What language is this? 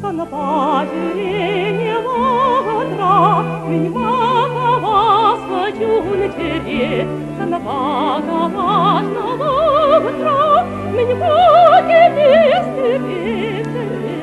Chuvash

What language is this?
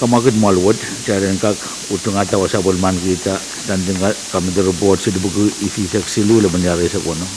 Pohnpeian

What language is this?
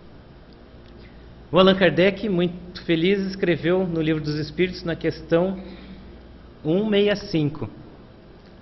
Portuguese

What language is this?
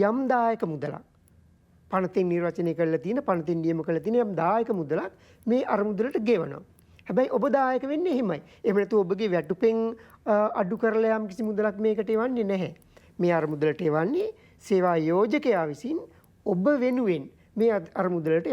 Sinhala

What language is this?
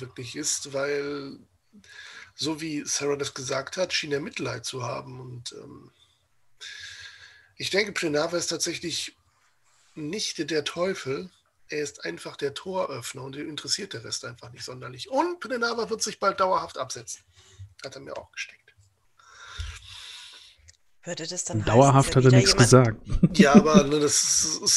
German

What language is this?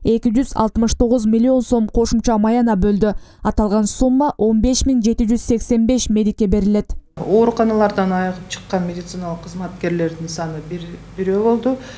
Kyrgyz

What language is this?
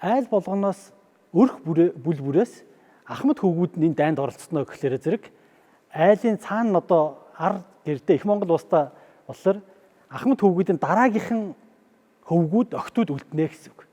Mongolian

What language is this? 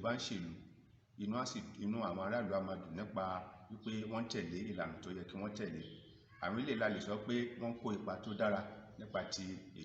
Yoruba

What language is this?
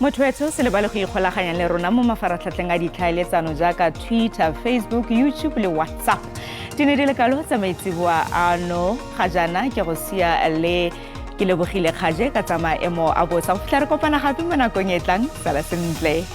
Tswana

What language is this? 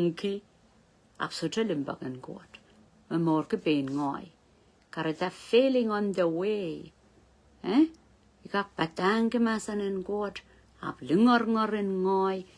Pohnpeian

